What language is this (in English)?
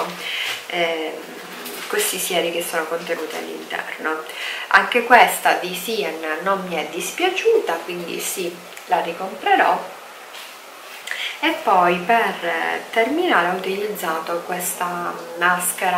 Italian